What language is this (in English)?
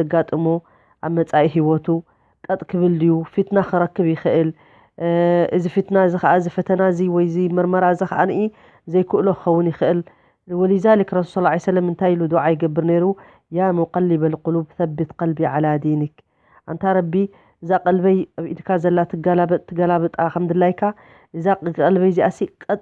Tigrinya